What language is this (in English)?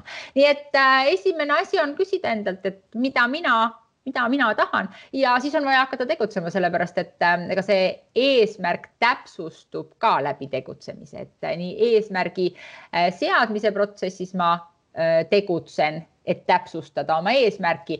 Estonian